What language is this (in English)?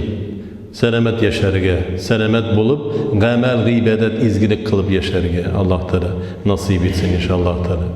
Tatar